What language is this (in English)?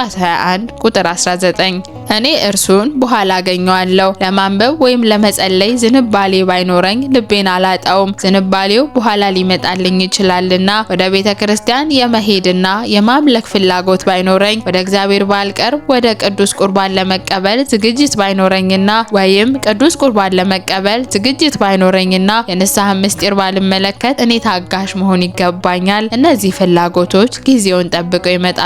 Amharic